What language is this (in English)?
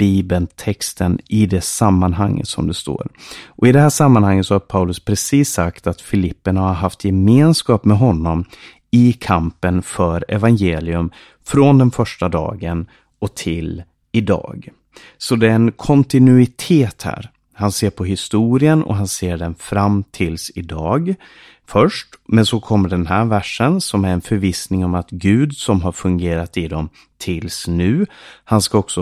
Swedish